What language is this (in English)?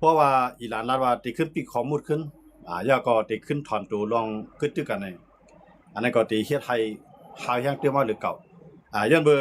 Shan